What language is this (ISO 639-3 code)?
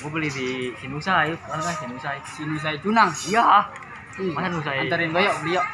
bew